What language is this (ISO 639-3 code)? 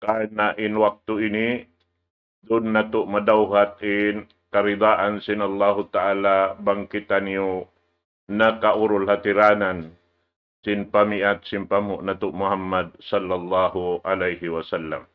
tsg